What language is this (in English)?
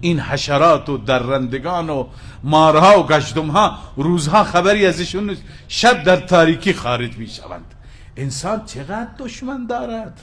Persian